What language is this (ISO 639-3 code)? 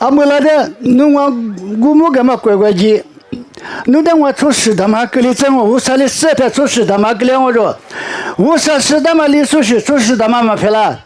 lis